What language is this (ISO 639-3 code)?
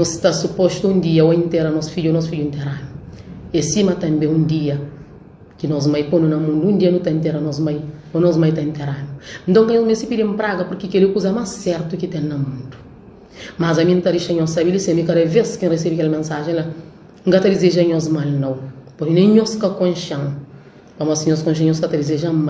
kea